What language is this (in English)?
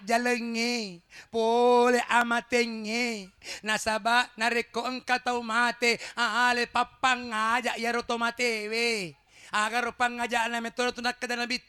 Buginese